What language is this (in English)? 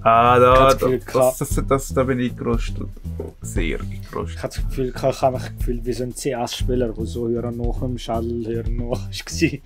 Swiss German